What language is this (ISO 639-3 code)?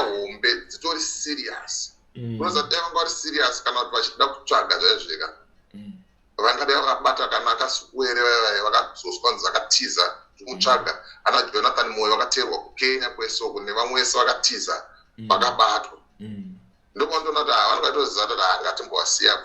sna